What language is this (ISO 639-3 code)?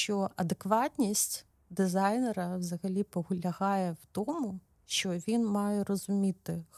ukr